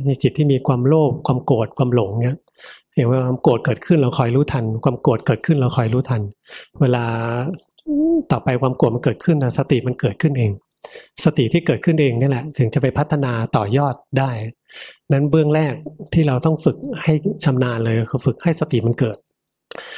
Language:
Thai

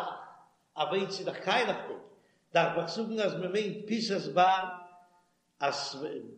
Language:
Yiddish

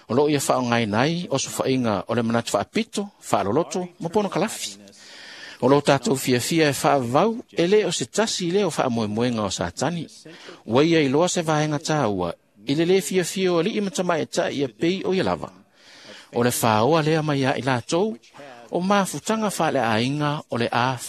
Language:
Samoan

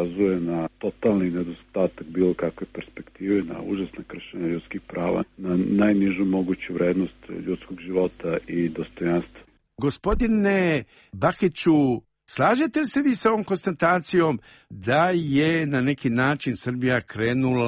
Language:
Serbian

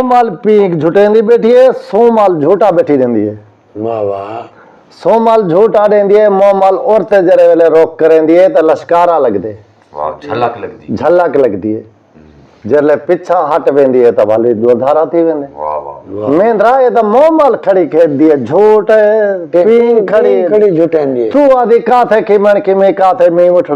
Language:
Saraiki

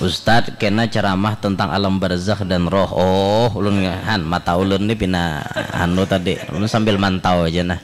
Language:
Banjar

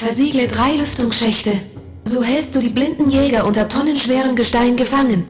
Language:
Bavarian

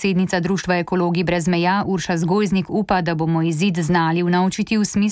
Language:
Slovenian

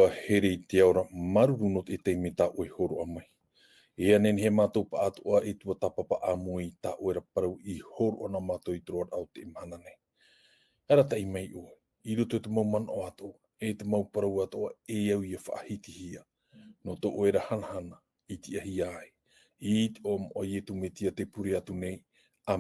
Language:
Tahitian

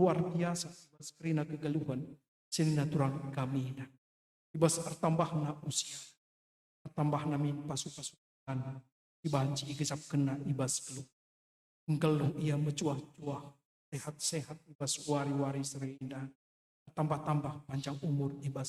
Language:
Batak Karo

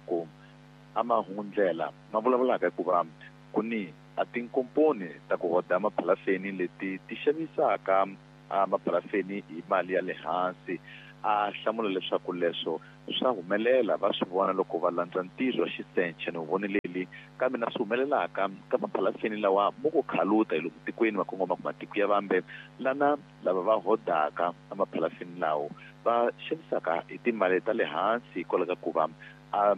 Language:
Tsonga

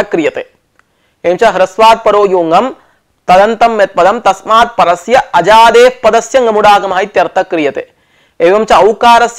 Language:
Sanskrit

